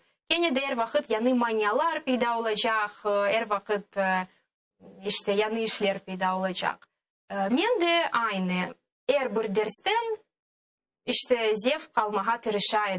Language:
Crimean Tatar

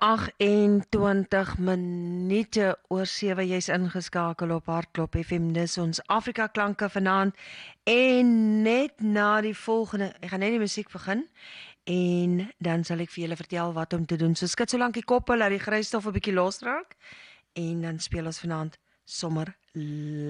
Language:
Afrikaans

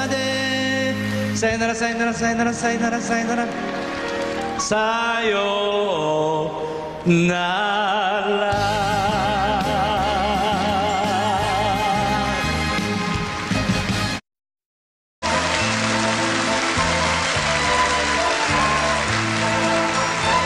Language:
Japanese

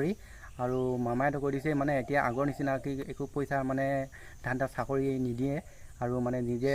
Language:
Assamese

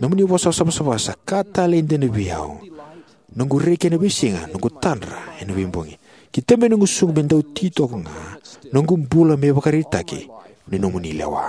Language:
Fijian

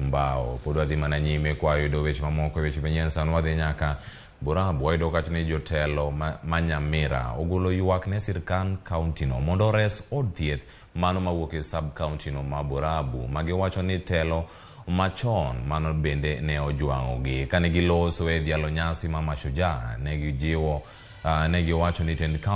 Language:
Luo (Kenya and Tanzania)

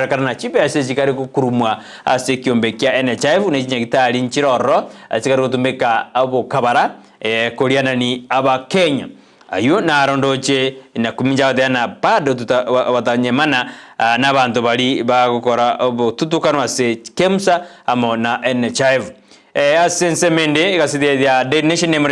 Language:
Gusii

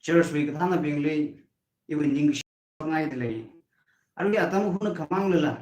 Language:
Tangkhul Naga (India)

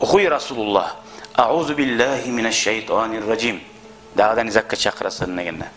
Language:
Kumyk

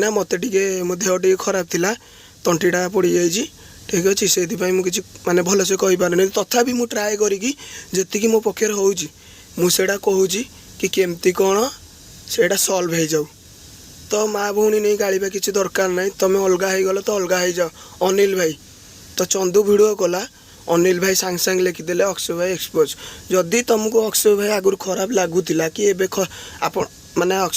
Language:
Odia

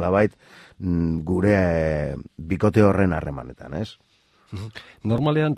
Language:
Basque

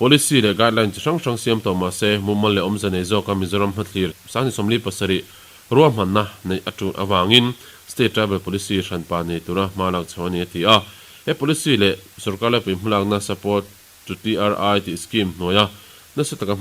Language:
Mizo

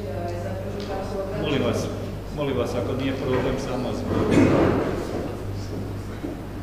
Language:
Croatian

